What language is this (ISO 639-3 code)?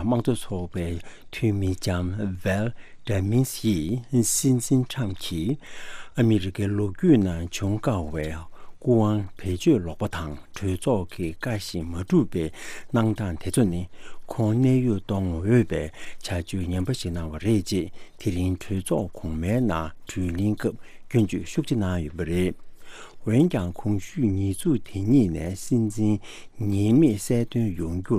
bod